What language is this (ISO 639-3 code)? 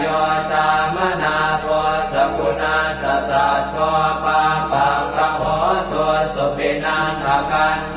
pli